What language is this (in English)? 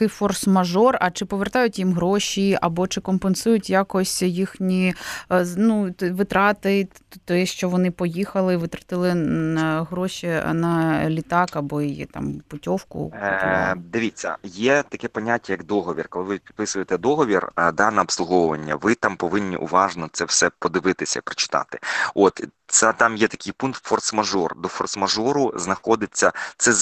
Ukrainian